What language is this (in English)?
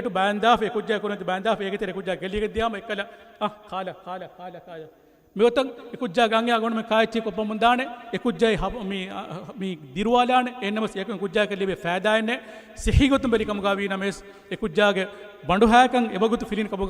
Divehi